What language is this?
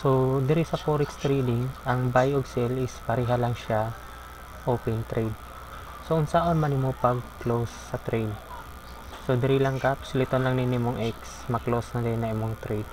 Cebuano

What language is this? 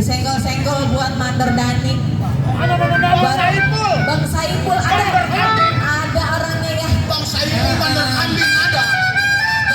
Betawi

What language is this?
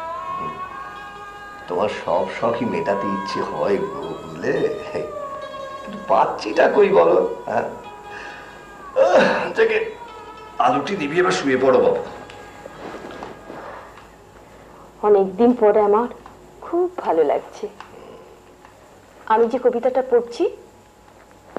Bangla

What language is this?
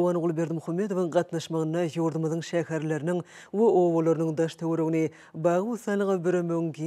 Turkmen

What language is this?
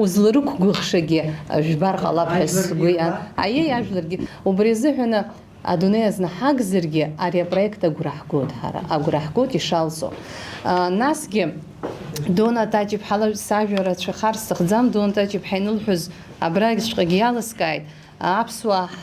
Abkhazian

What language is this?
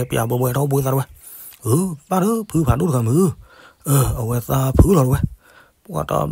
S'gaw Karen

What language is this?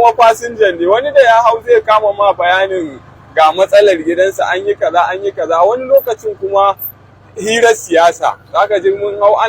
Hausa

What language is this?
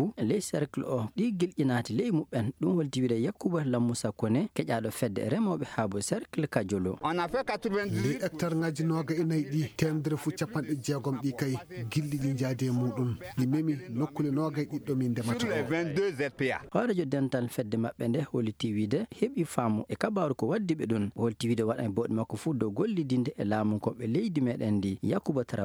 Fula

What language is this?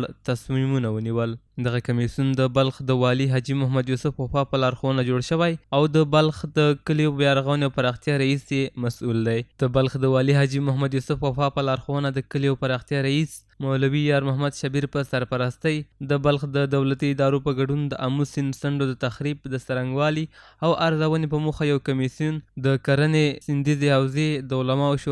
Pashto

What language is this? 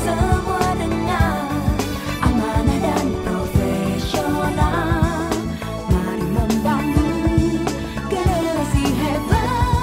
Indonesian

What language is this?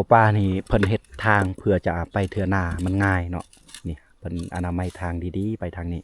Lao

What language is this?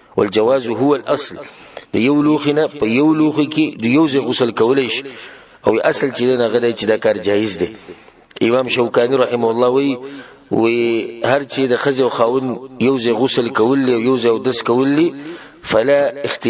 Pashto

